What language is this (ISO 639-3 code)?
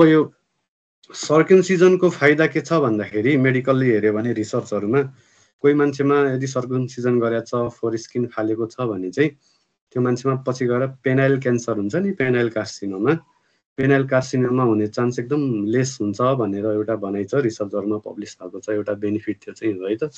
nep